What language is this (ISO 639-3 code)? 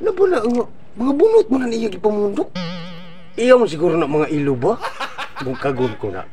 ceb